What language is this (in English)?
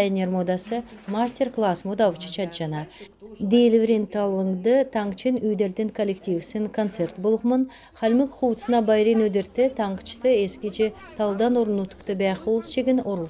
Kalmyk